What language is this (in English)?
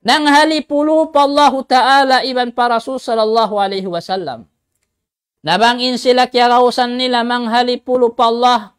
Tausug